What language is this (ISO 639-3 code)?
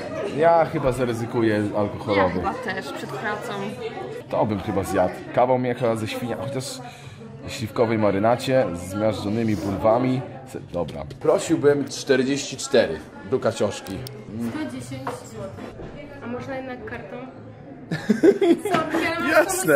pol